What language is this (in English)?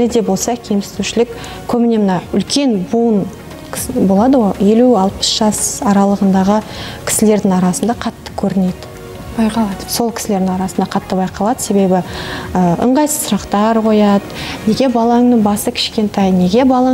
Kazakh